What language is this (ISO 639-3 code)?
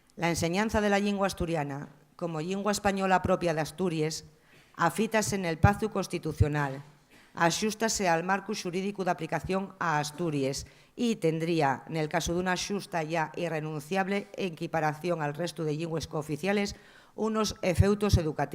ast